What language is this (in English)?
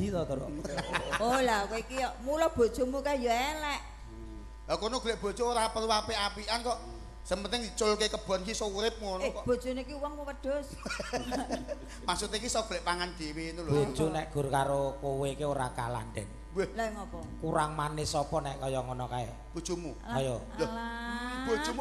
Javanese